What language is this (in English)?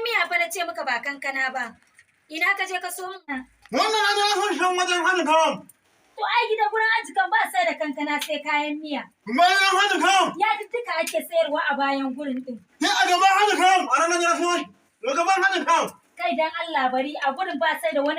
Hausa